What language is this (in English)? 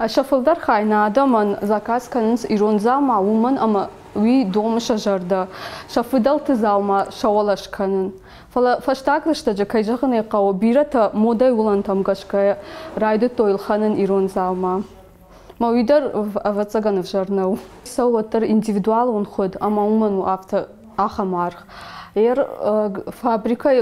Ossetic